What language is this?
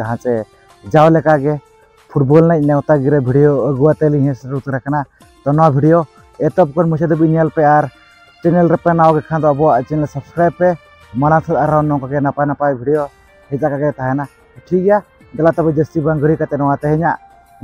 Santali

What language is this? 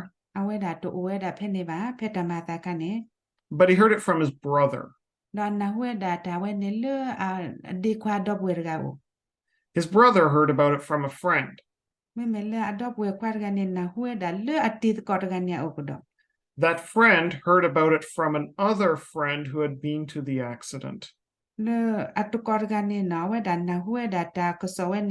S'gaw Karen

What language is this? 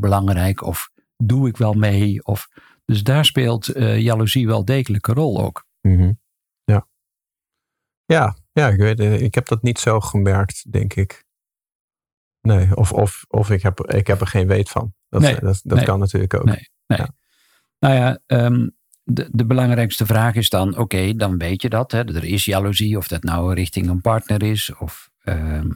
Dutch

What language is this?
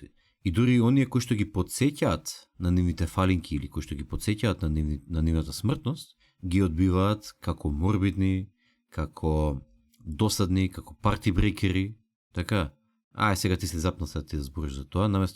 Macedonian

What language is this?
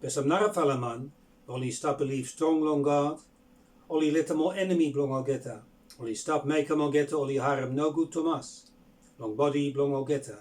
Bislama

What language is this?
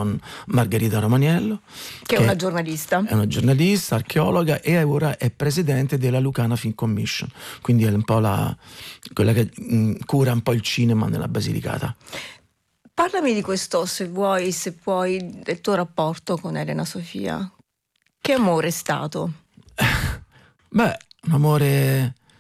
Italian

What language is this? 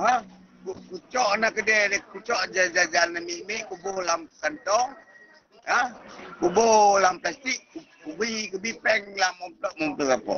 Achinese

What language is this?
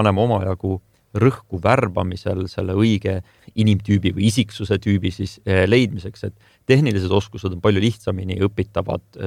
Estonian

